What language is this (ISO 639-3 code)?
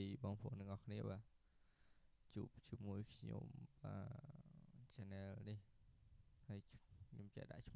khm